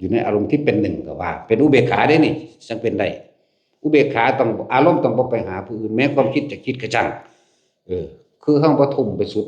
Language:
Lao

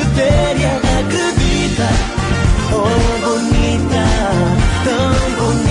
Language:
Portuguese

